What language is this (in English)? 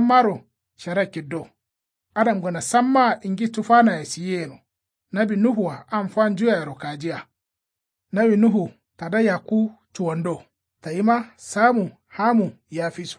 Kanuri